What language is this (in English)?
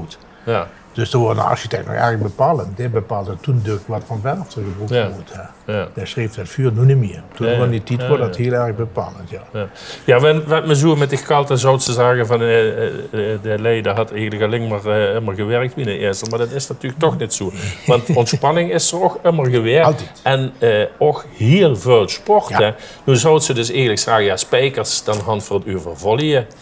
Limburgish